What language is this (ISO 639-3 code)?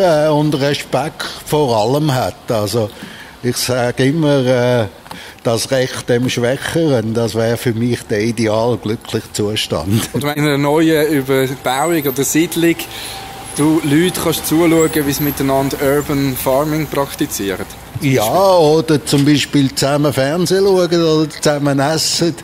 gsw